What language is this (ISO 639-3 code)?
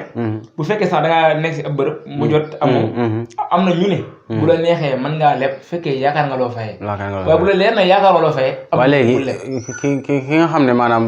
wol